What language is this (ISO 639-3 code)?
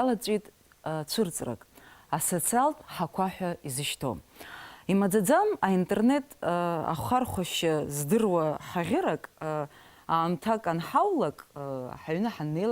abk